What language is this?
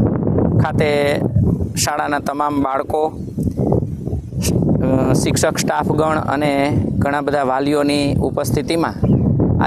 Gujarati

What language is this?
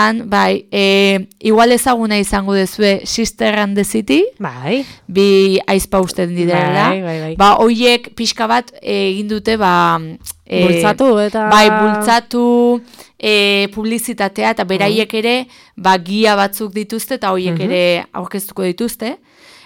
Basque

